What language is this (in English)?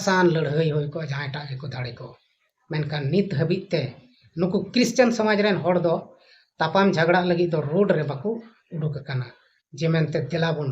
Santali